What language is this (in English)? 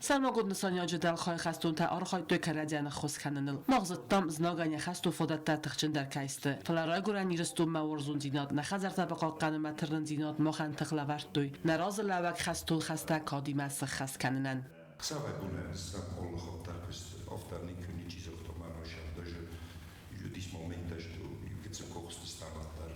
Ossetic